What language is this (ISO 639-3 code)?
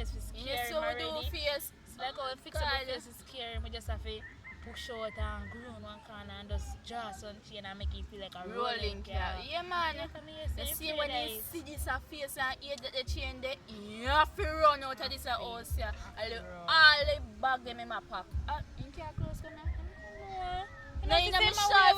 jam